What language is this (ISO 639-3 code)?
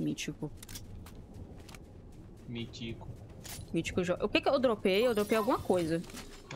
por